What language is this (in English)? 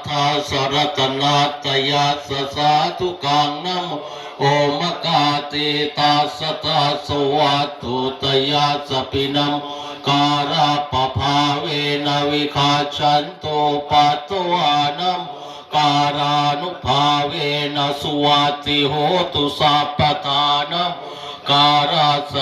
Pali